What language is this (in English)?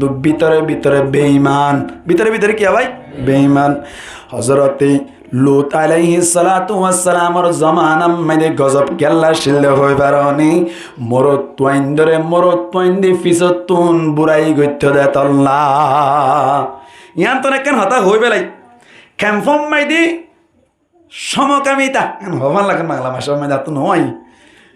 Rohingya